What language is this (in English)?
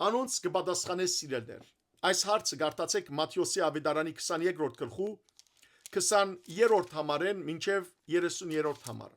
Western Armenian